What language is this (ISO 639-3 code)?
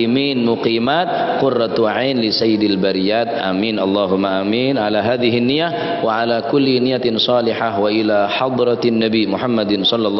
mad